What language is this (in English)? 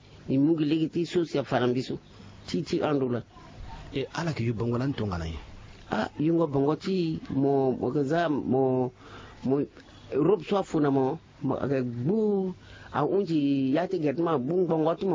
Sango